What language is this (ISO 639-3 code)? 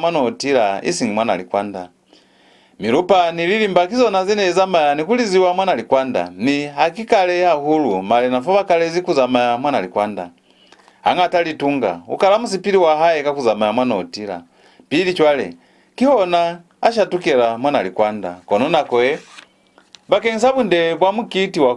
loz